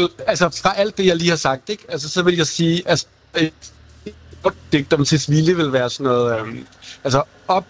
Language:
Danish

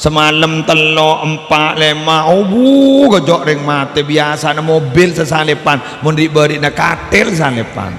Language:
Madurese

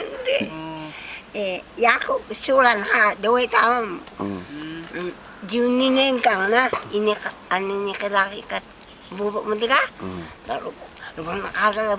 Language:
Taroko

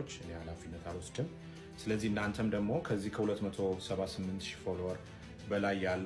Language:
Amharic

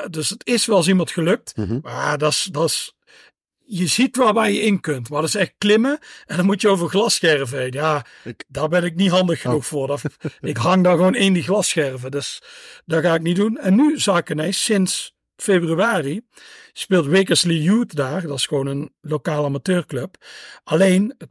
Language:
Dutch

